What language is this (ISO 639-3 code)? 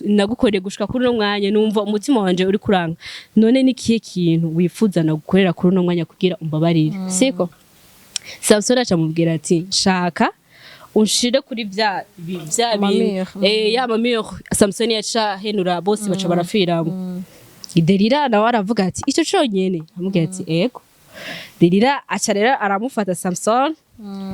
run